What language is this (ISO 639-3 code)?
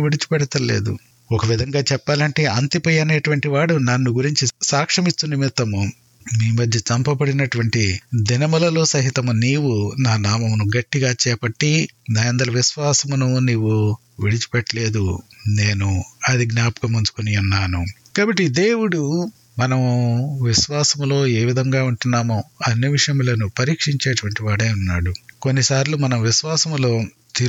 tel